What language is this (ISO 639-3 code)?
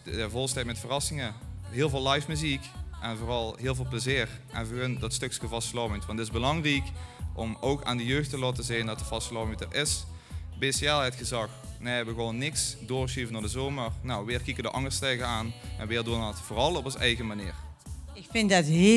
lim